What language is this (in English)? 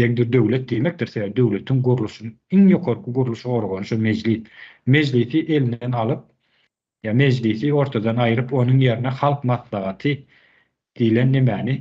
Turkmen